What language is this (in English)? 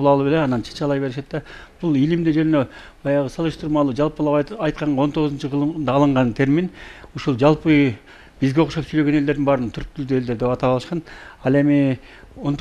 Kyrgyz